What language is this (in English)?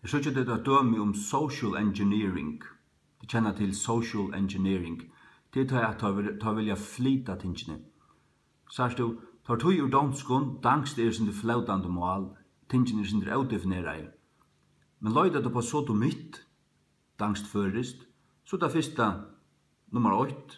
Faroese